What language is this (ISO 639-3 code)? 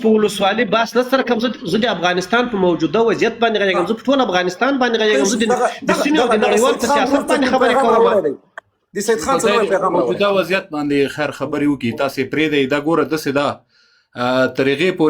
pus